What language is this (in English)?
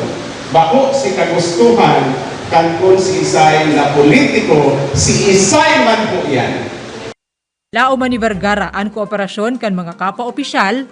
Bikol